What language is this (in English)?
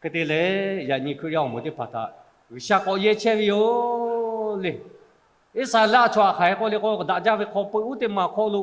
Lahu